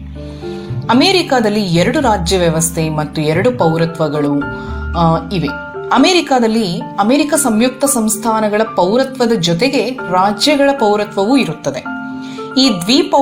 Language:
Kannada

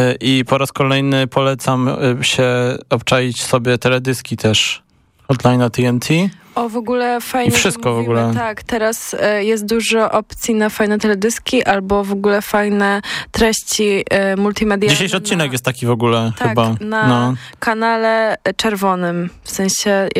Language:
Polish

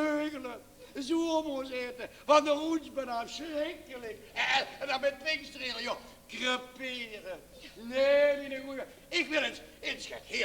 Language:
Limburgish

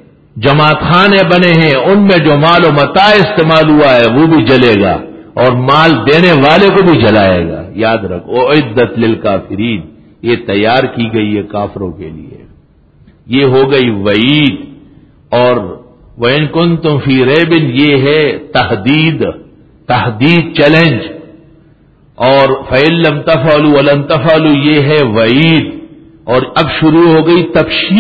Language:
Urdu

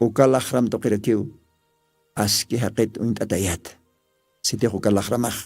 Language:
Aymara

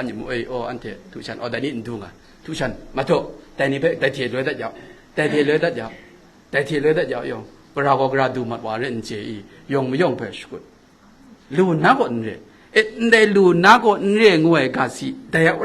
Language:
Kachin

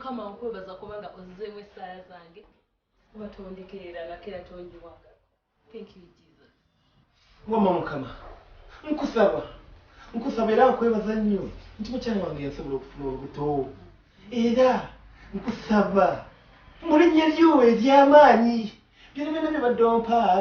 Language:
Ganda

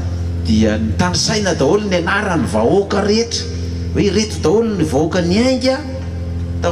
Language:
Malagasy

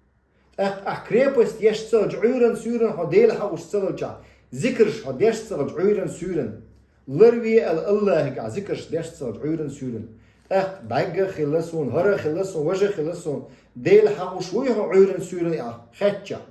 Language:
Chechen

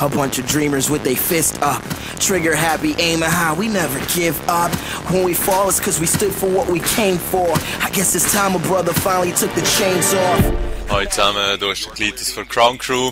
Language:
Swiss German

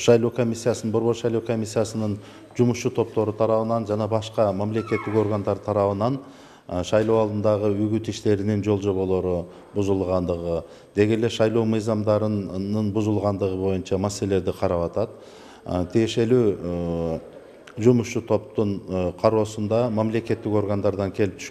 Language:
Kyrgyz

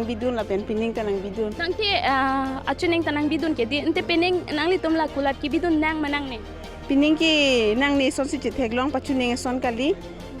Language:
Karbi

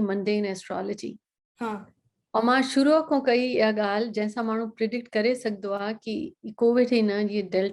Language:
Sindhi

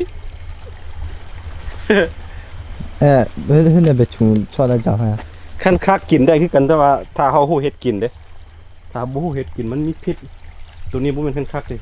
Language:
Lao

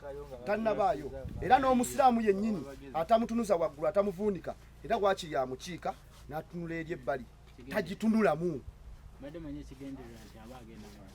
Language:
Ganda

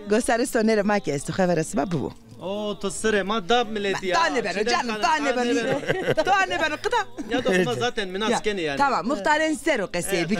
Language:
Zaza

